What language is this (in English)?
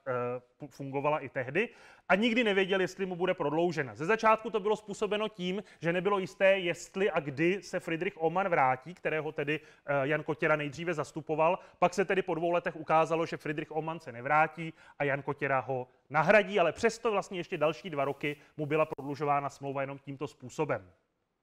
Czech